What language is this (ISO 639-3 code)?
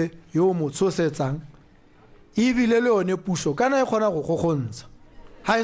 tsn